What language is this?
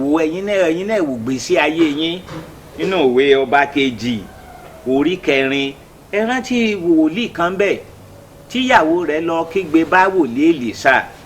Yoruba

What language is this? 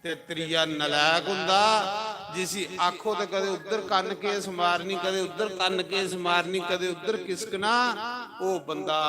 Dogri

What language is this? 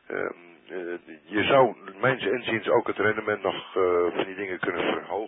Dutch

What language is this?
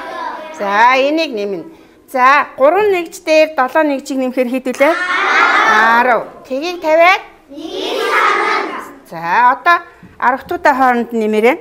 Mongolian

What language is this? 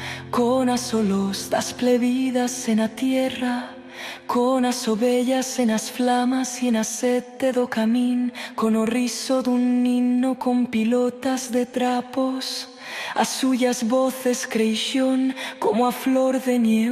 Aragonese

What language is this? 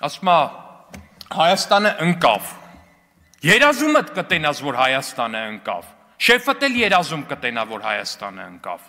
Armenian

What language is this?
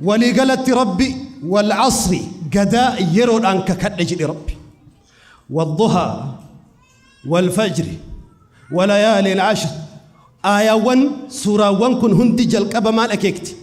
Oromo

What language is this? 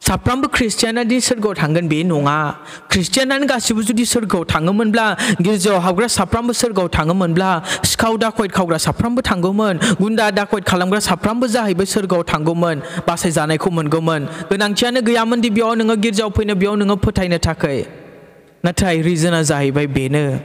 Bodo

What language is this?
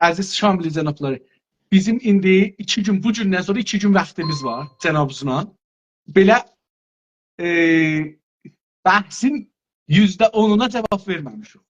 South Azerbaijani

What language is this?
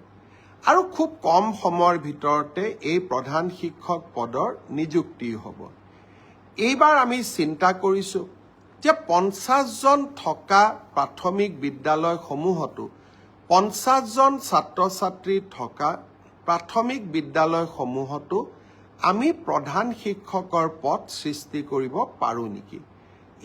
Assamese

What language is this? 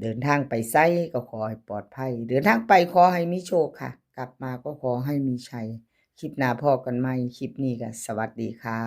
Northeastern Thai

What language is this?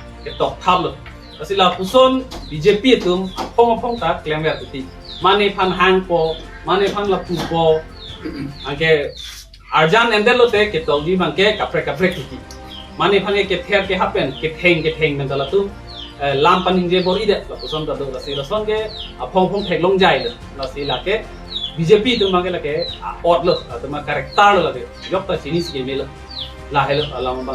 Karbi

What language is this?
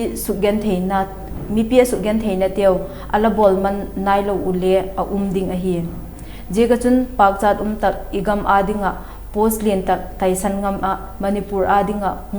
Vaiphei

